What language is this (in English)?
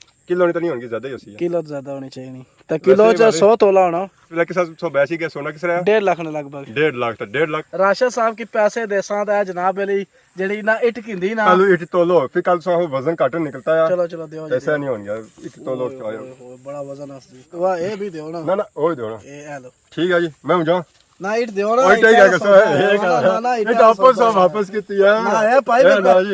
Pahari-Potwari